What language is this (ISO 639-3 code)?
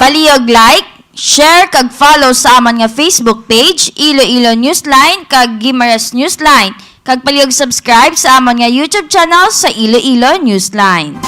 hil